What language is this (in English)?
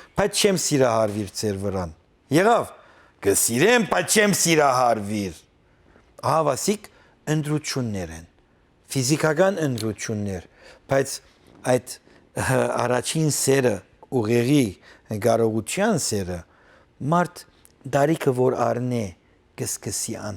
Western Armenian